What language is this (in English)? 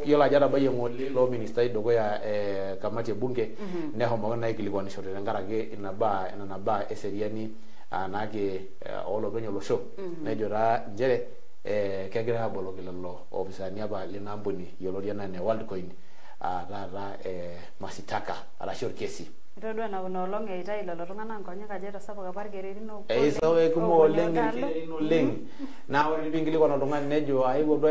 Masai